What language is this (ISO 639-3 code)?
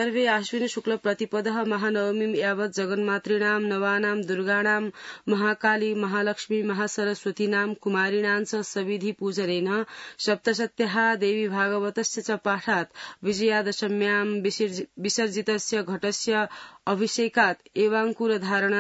san